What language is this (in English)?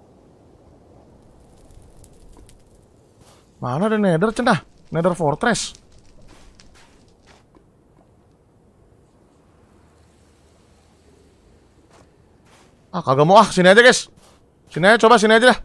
Indonesian